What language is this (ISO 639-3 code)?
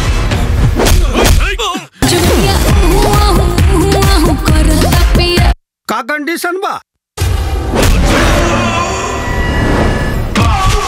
bho